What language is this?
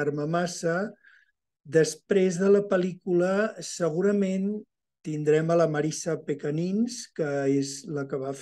Catalan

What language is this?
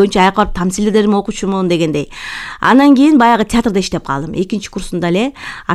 Kyrgyz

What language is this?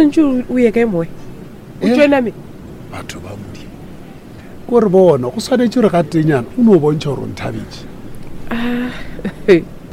Northern Sotho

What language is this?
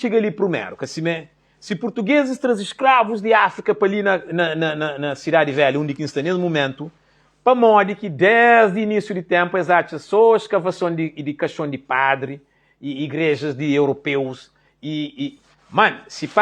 Kabuverdianu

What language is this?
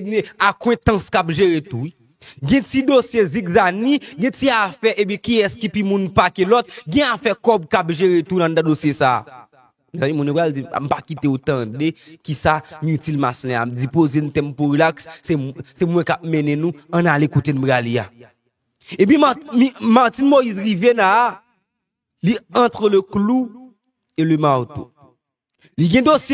Haitian Creole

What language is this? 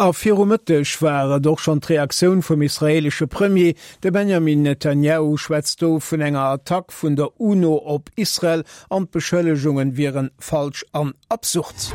Luxembourgish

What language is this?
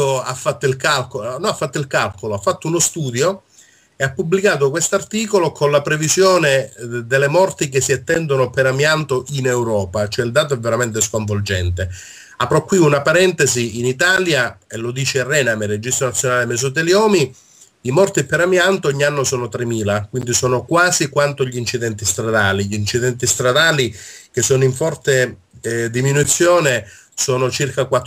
Italian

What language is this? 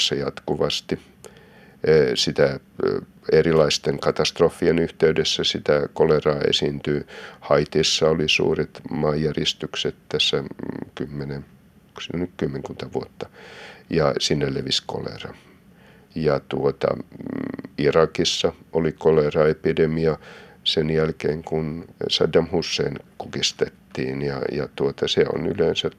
Finnish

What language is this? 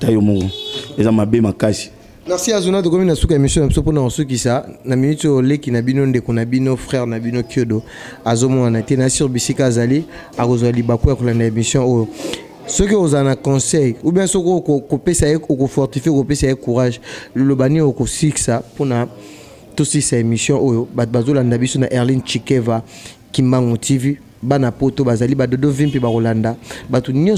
Lingala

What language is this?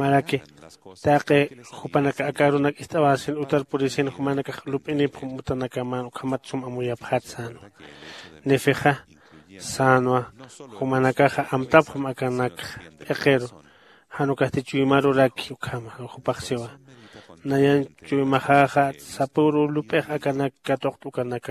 Aymara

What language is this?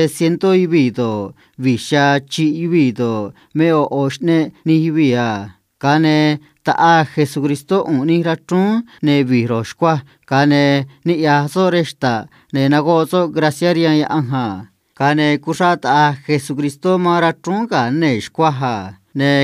Copala Triqui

